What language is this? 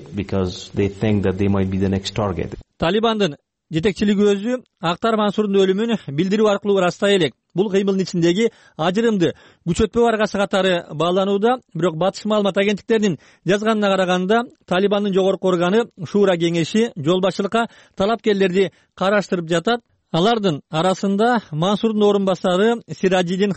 Kyrgyz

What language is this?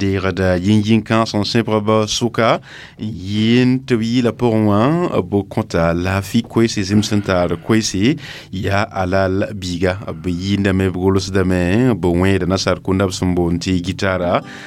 Mossi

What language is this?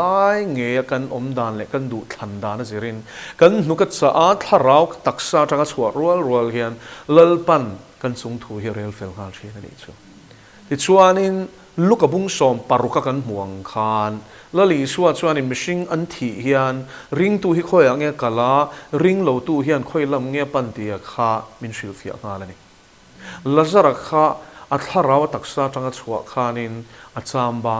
Mizo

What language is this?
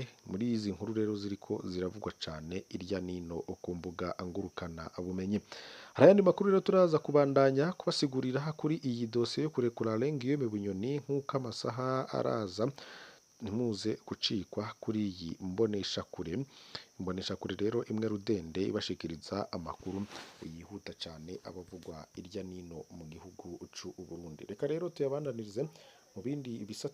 Rundi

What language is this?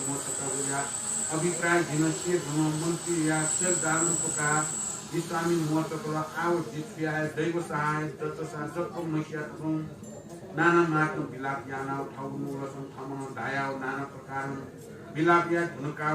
Newari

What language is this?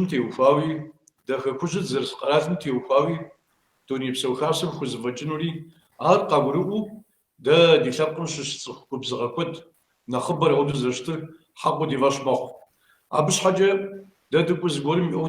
Kabardian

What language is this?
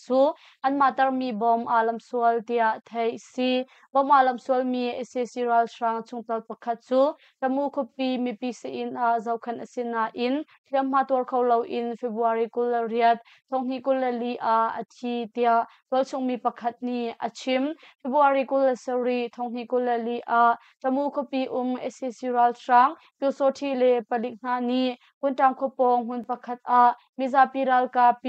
Hakha Chin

